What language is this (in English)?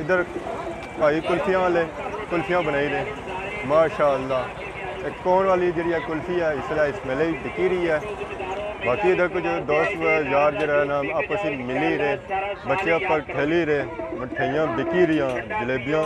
Pahari-Potwari